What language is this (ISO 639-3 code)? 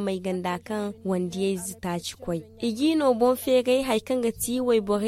dje